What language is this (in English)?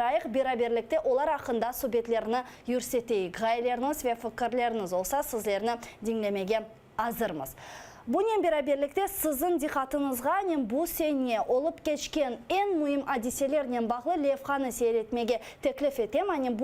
Crimean Tatar